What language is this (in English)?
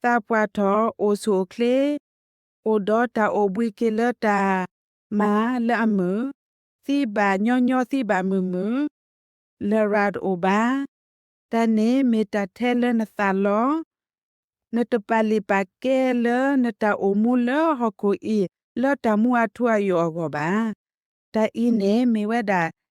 S'gaw Karen